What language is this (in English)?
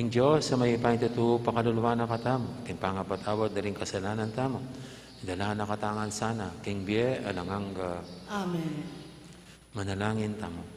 Pampanga